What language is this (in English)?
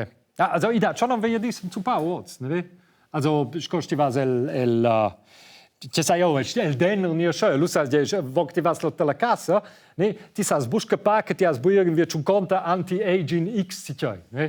Romansh